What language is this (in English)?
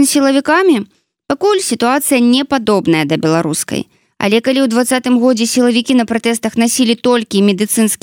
Belarusian